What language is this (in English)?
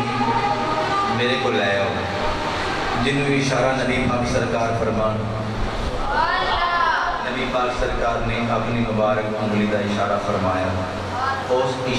Urdu